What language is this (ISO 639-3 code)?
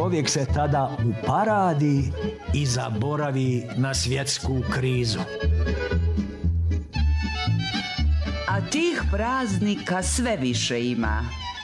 srp